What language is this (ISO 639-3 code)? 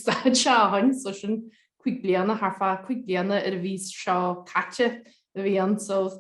gle